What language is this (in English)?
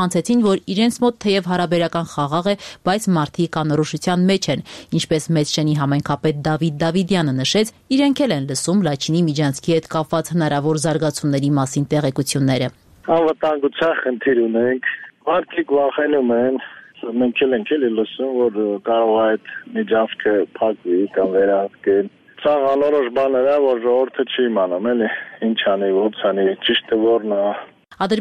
Armenian